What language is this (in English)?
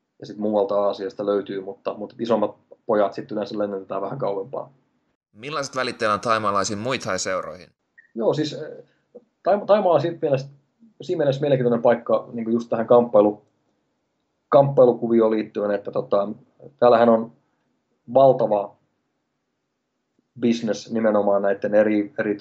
Finnish